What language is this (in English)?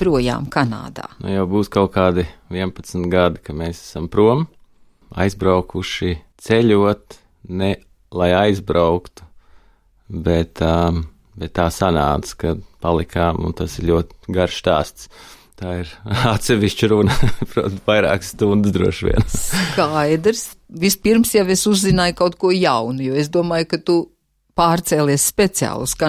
Latvian